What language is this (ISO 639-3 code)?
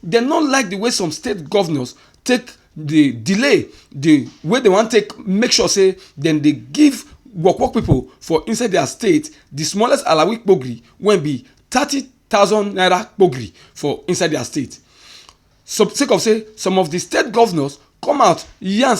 pcm